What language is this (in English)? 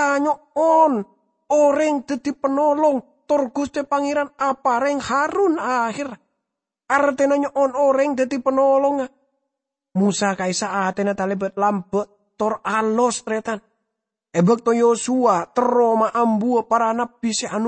Madurese